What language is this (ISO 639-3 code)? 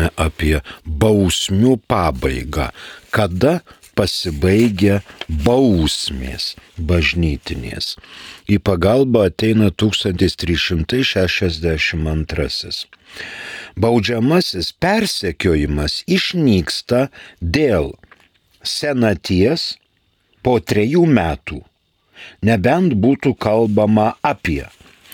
lit